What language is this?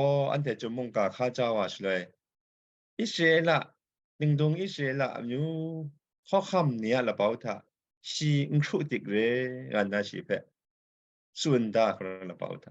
Kachin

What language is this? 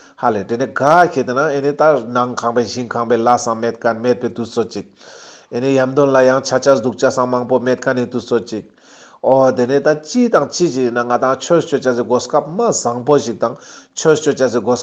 Ladakhi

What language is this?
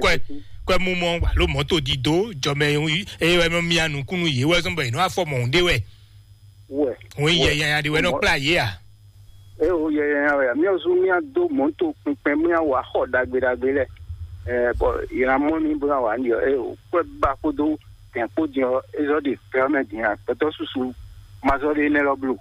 Fon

